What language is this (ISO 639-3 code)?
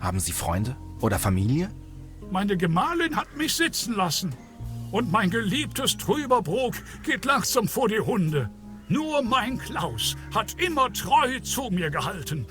bar